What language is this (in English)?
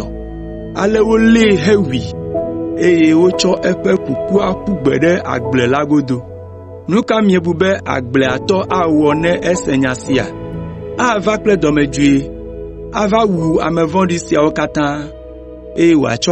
Ewe